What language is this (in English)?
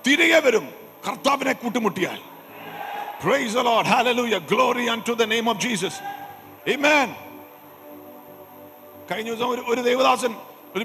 Malayalam